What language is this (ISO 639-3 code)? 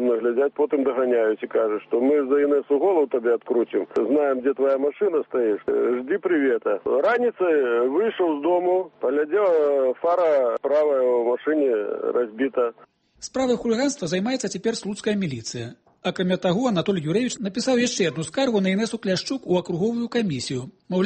bel